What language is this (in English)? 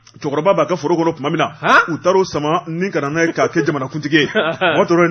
Bambara